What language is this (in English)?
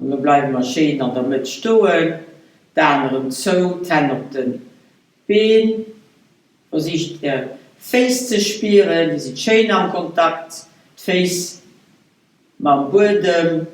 Luxembourgish